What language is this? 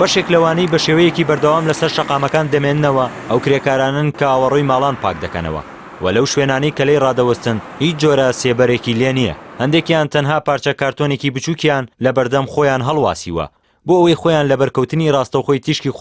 Central Kurdish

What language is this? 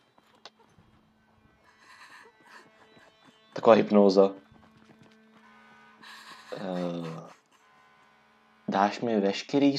Czech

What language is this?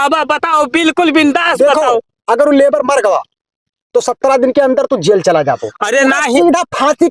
Awadhi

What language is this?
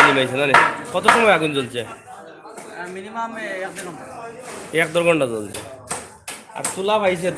Sylheti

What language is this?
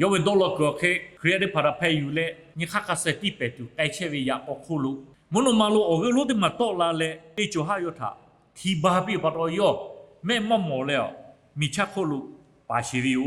Lahu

